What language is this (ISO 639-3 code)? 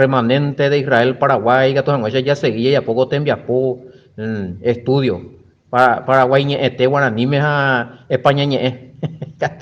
grn